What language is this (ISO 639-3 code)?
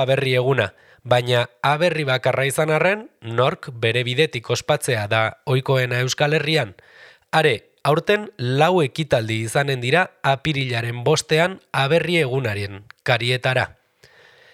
eus